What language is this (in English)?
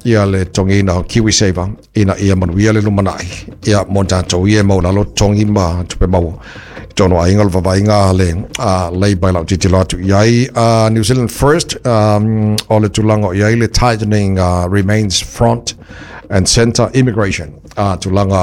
Samoan